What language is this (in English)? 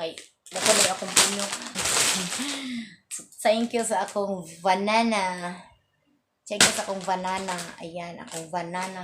Cebuano